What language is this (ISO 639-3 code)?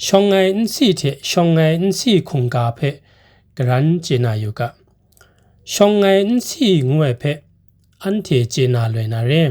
kac